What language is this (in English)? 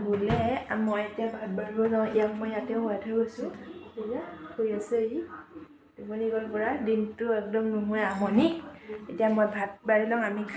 Assamese